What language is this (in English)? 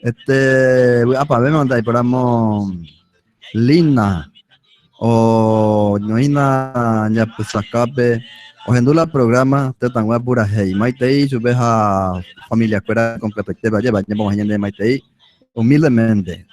Guarani